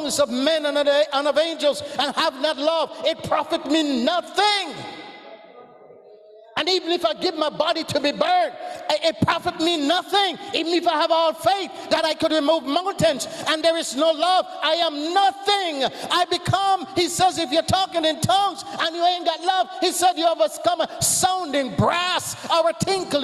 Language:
English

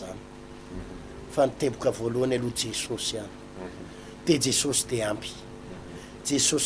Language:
Malagasy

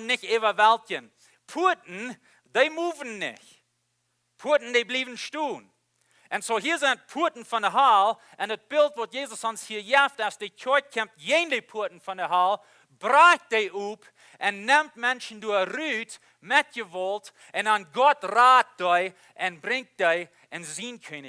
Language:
Plautdietsch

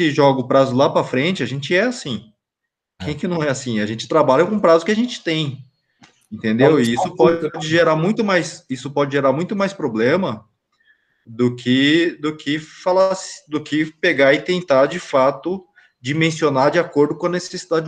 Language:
Portuguese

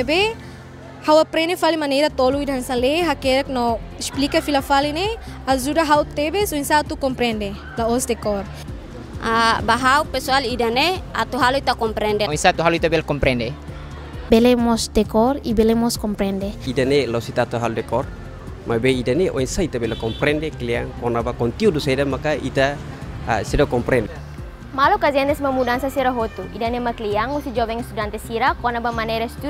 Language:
Tetum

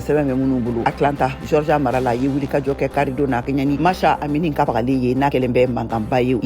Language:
Bambara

